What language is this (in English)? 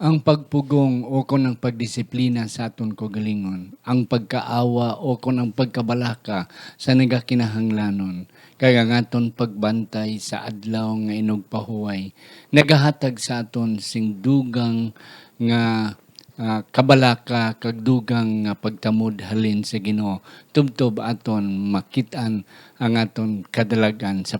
Hiligaynon